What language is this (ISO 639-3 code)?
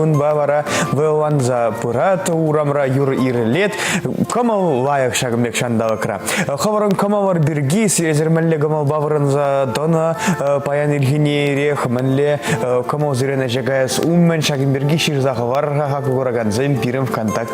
chv